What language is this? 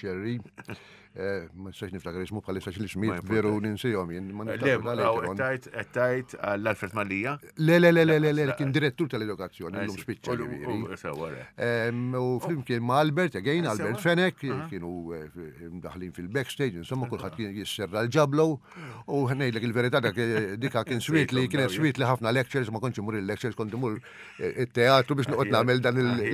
Maltese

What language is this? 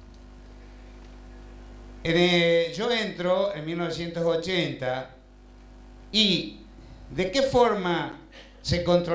Spanish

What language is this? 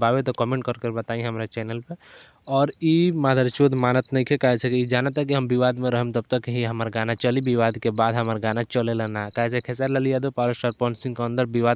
Bhojpuri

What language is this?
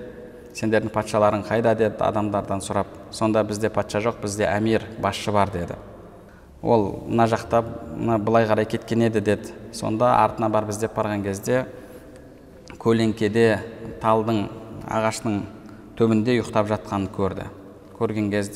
Kazakh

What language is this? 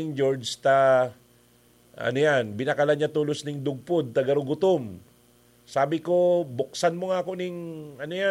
Bikol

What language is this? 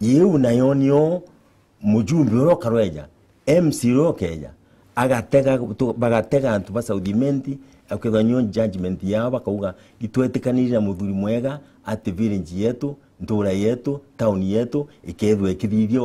Meru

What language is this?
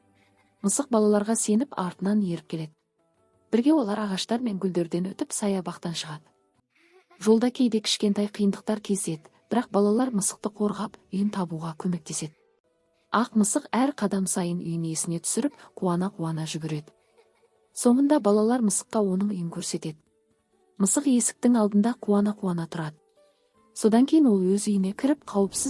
Kazakh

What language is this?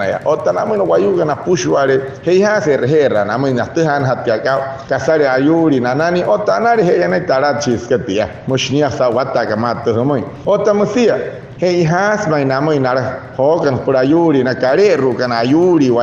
Wayuu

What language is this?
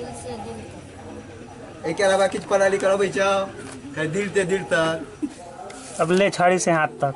Maithili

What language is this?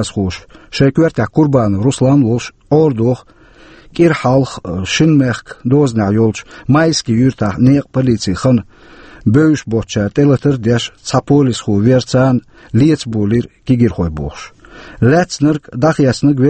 Chechen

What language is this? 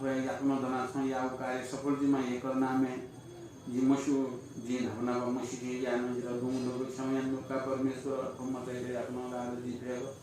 Newari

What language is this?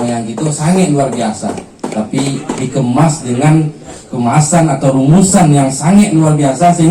Minangkabau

